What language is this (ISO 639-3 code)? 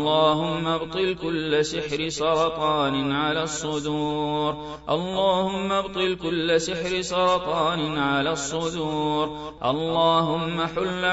ara